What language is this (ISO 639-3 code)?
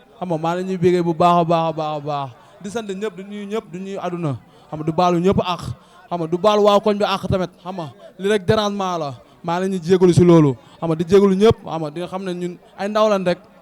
wol